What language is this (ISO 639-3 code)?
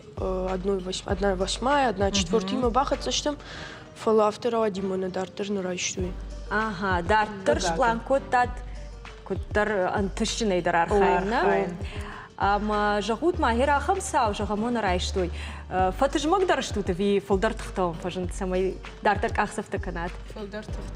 oss